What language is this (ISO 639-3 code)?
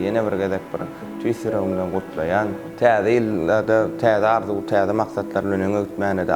tuk